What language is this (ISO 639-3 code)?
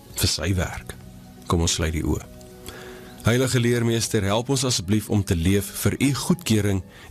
afr